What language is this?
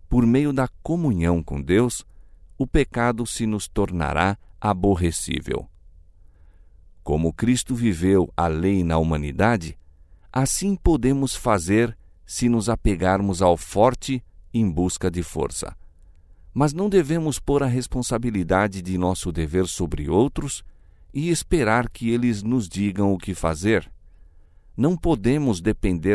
Portuguese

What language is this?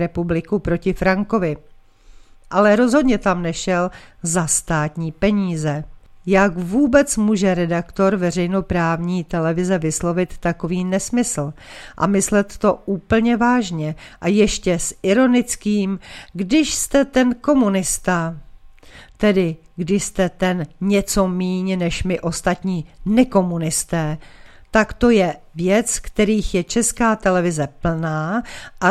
Czech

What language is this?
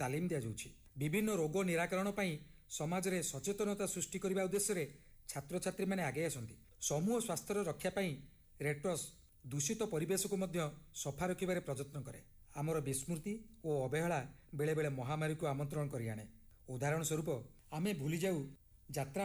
Odia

